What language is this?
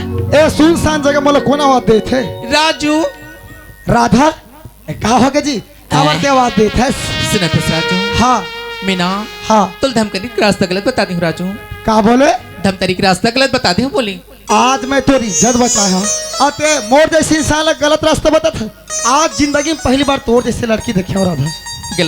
Chhattisgarhi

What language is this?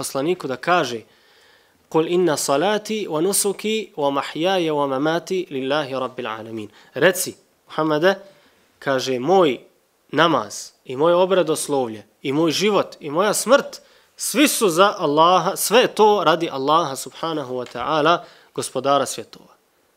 Bosnian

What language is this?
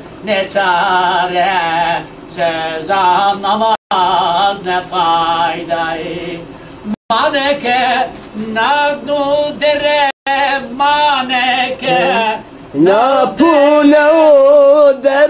Zaza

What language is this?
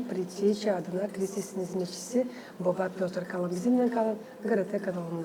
Gagauz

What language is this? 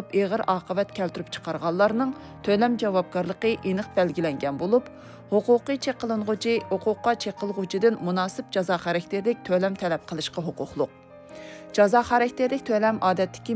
Uyghur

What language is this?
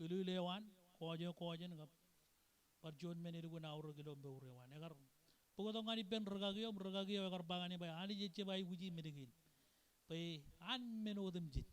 Marshallese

